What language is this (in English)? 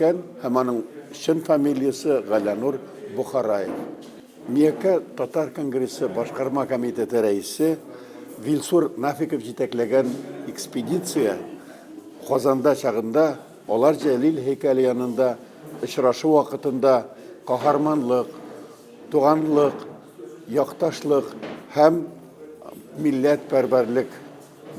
Tatar